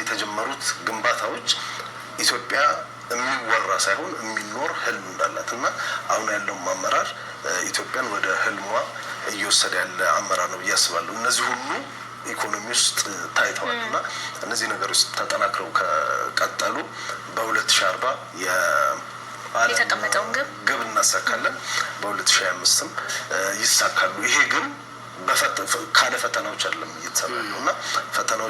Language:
Amharic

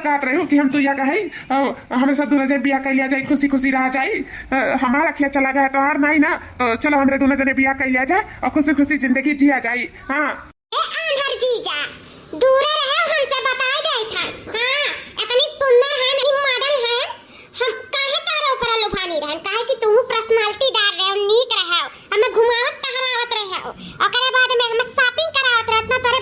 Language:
Awadhi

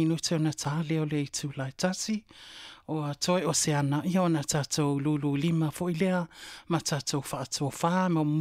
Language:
Samoan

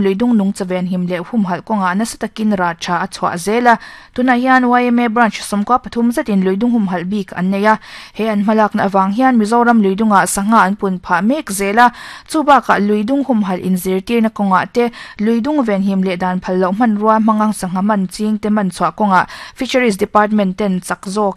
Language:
Mizo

